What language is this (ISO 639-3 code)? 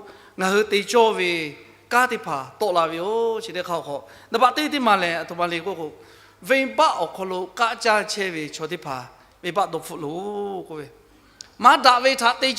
lhu